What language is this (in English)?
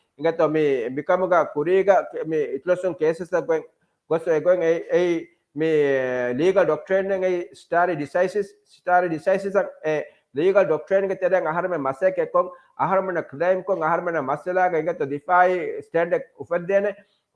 Divehi